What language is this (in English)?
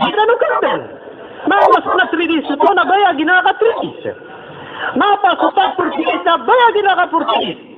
Maranao